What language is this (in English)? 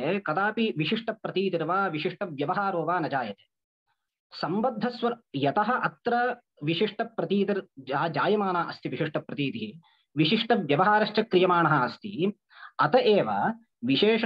Sanskrit